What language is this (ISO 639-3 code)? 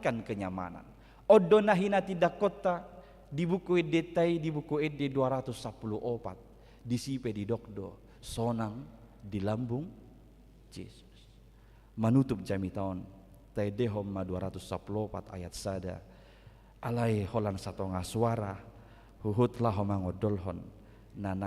bbc